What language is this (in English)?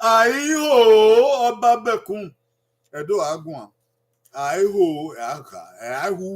Bini